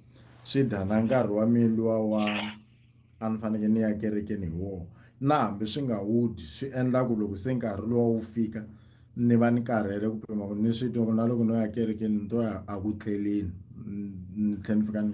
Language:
Tsonga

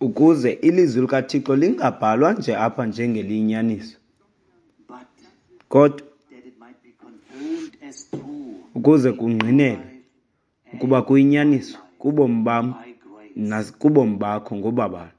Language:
Xhosa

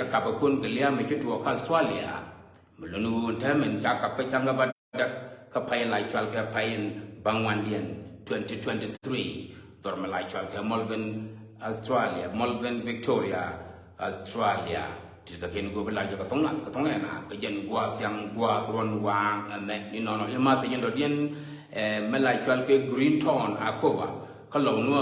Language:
Nuer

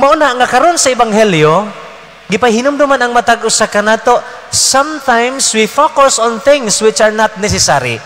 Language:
Cebuano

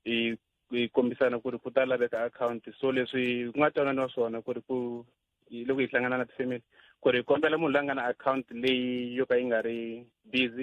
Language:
Tsonga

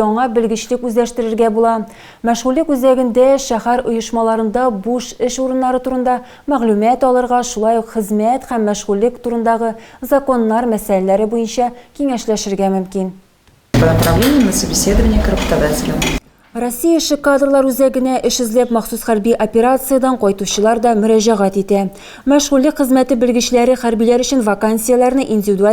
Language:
Tatar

